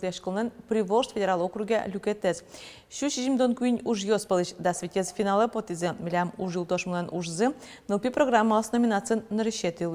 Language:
Udmurt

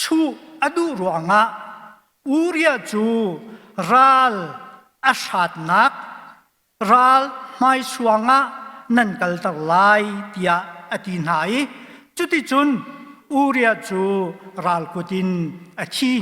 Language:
Hakha Chin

